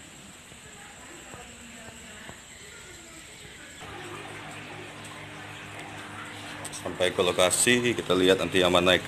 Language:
Indonesian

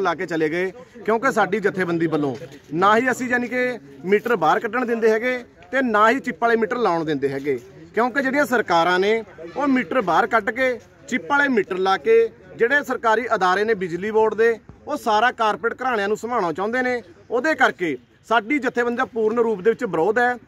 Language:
Punjabi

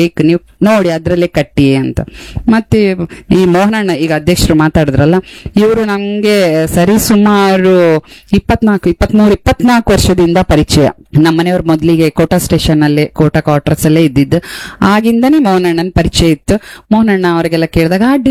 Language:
Kannada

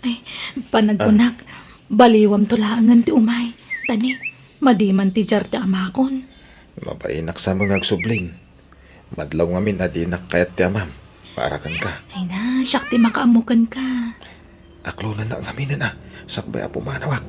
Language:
Iloko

